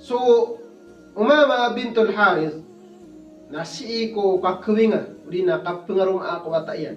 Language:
Maranao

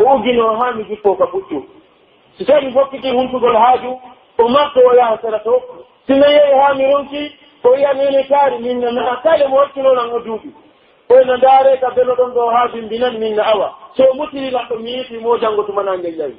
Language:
Pular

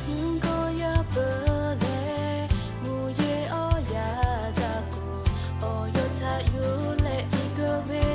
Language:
Lahu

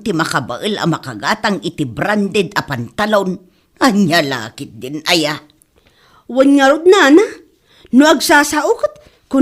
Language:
Iloko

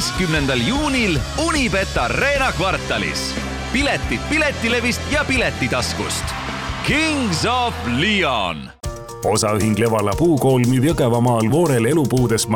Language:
Estonian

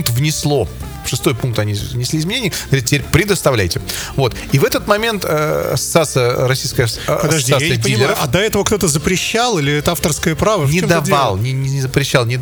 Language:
Russian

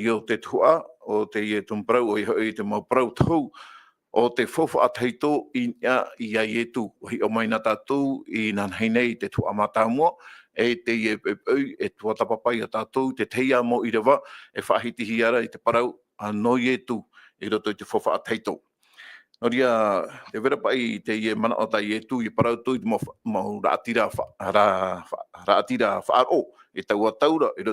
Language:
Tahitian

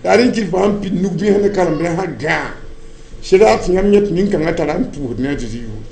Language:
Mossi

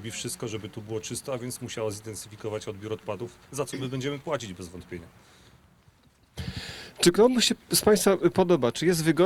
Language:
Polish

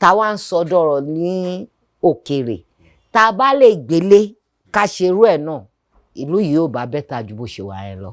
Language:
Yoruba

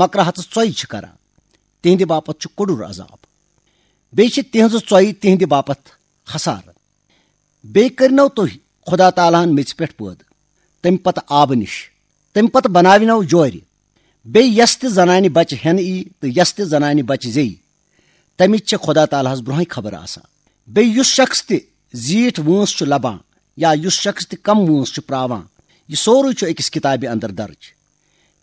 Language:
Kashmiri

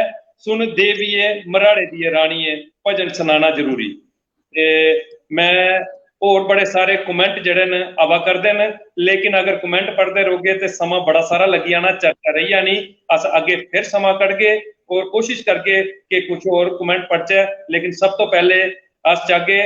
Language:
Dogri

